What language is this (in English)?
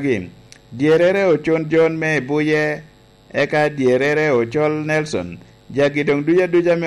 Lango (Uganda)